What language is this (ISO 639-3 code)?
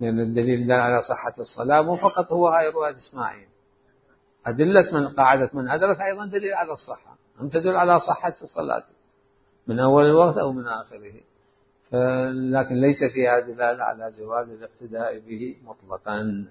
acm